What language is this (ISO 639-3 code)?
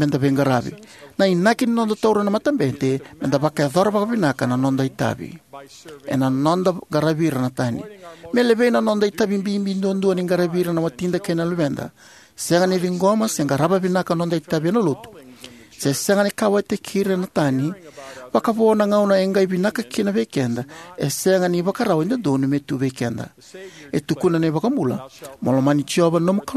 fij